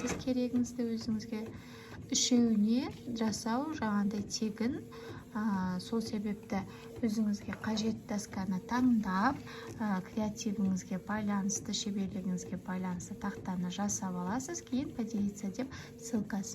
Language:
Kazakh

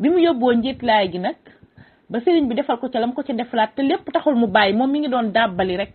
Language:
Wolof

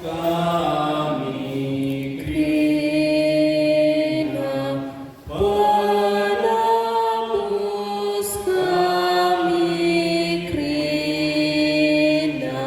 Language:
Batak Karo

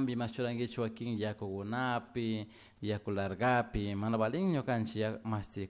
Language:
Chimborazo Highland Quichua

